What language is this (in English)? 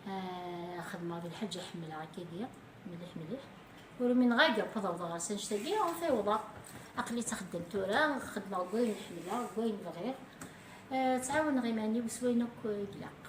Kabyle